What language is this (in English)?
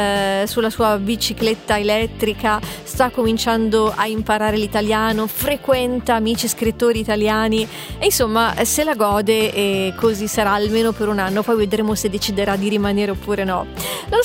Italian